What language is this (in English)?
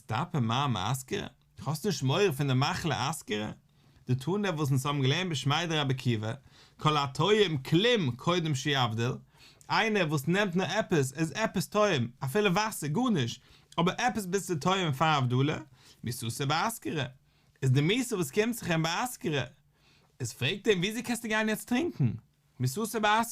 Yiddish